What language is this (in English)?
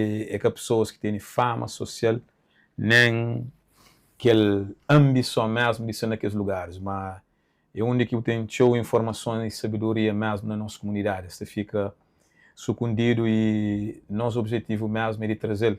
Kabuverdianu